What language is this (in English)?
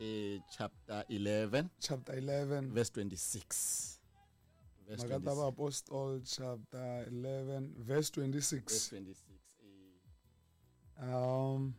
Tsonga